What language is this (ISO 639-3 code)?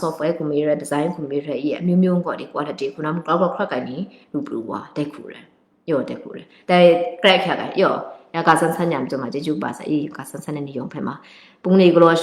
kac